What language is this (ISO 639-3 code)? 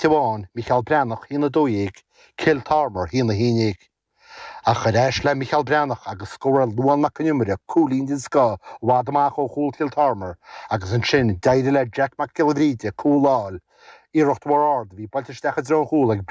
gle